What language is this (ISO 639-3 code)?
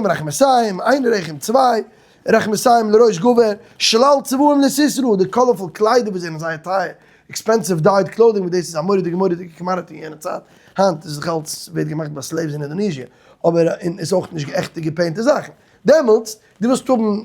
yid